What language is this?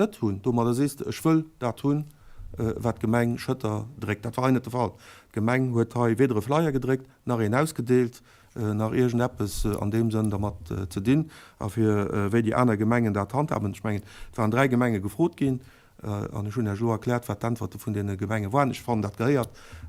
Luxembourgish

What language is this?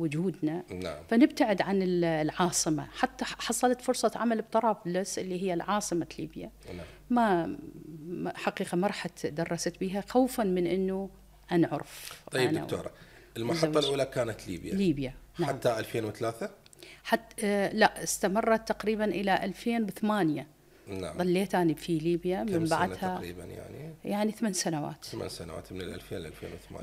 Mesopotamian Arabic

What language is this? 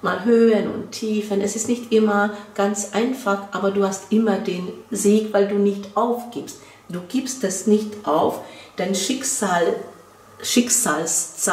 German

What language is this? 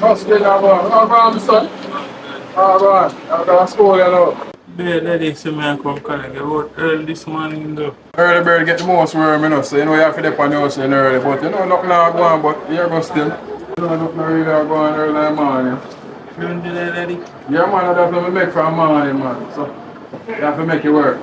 Jamaican Creole English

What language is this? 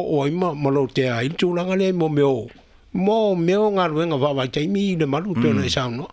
Samoan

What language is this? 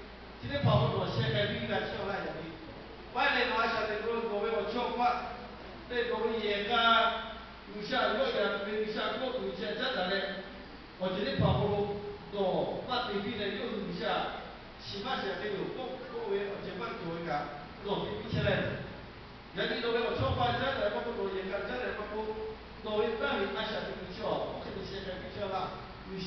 Lahu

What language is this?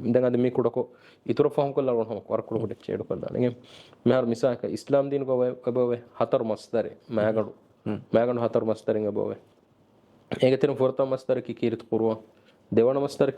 Divehi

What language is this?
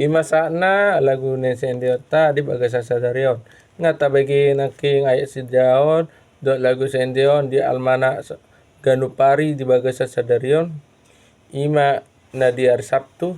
Batak Toba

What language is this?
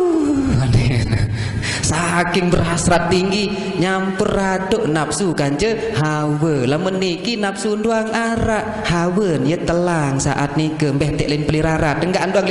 Sasak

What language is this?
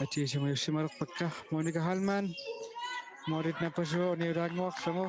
Kalaallisut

